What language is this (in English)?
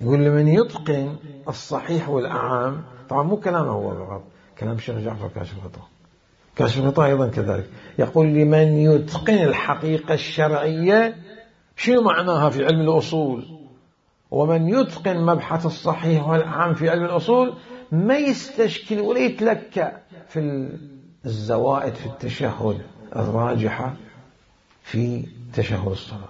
Mesopotamian Arabic